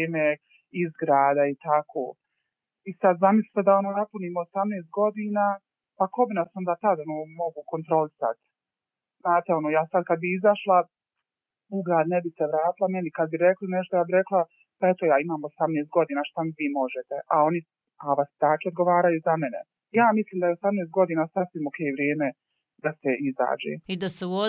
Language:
Bosnian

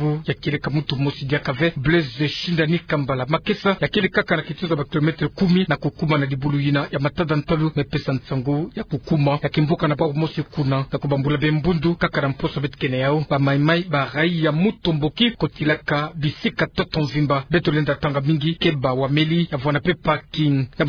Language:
Kituba (Democratic Republic of Congo)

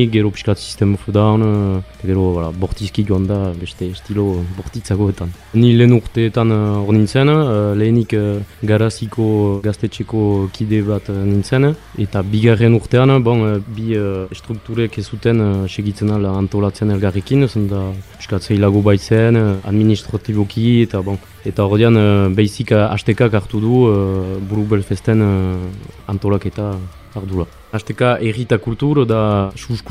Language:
Basque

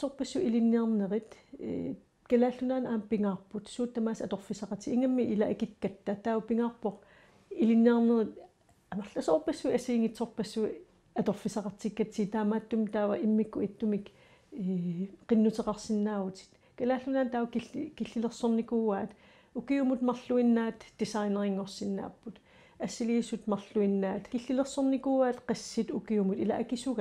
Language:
Kalaallisut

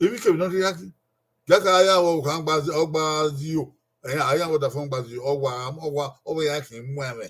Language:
Bini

